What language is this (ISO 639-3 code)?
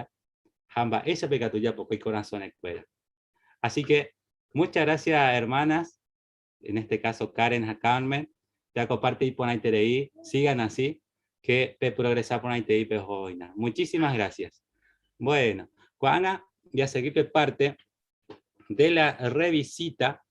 grn